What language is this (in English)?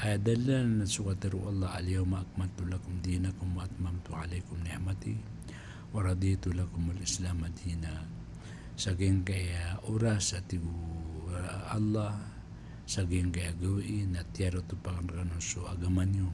Maranao